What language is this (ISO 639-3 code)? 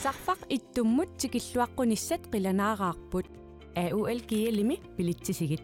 kal